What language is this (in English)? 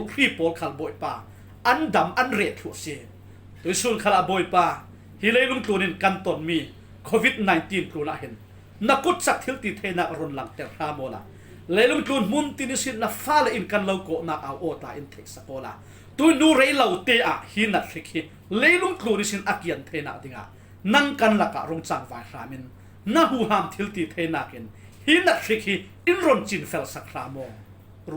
Falam Chin